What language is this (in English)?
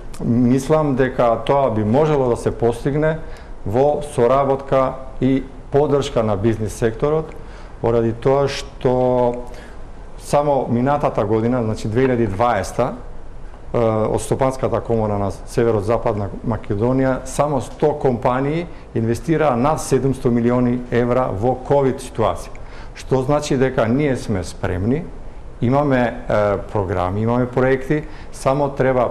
Macedonian